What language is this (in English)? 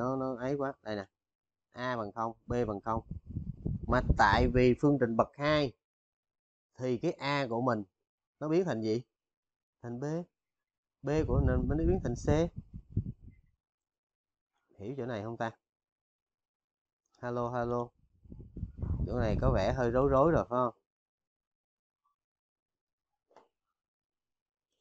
Vietnamese